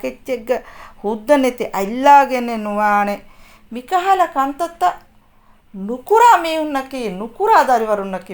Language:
Divehi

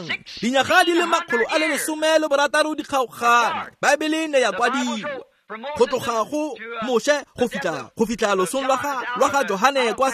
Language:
Tswana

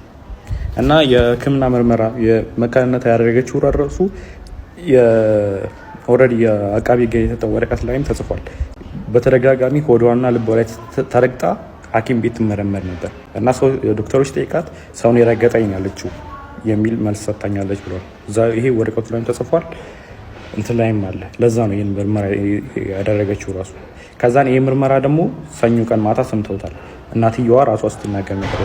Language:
Amharic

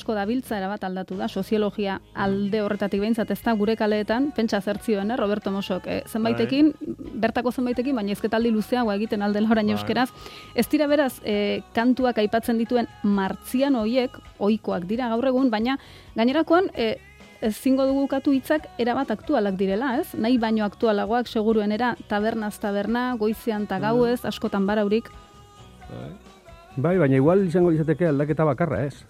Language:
Basque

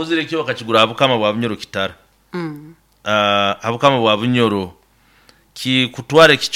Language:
Nyoro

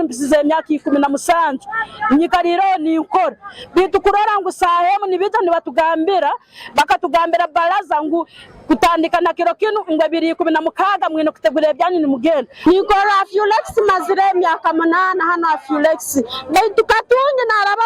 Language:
Nyankole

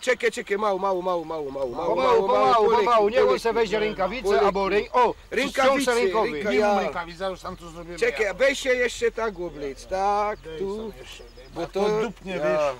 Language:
Silesian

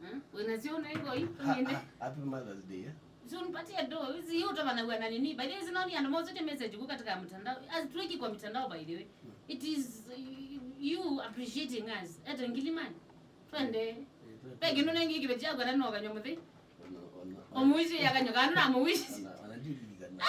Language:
Kamba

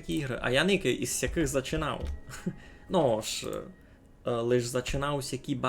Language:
Rusyn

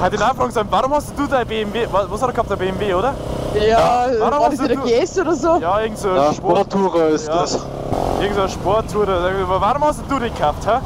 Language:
Bavarian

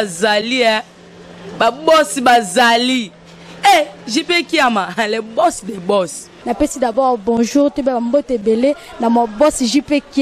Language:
Lingala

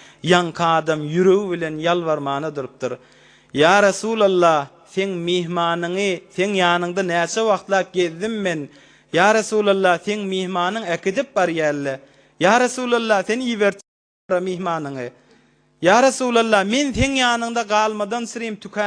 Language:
Turkmen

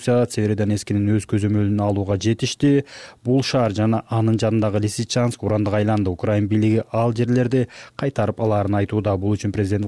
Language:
Kyrgyz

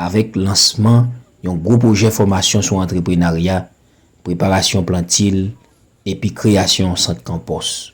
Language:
Haitian Creole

